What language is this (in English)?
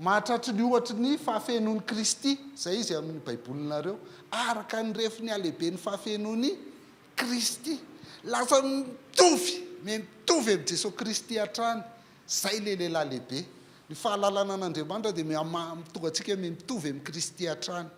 Malagasy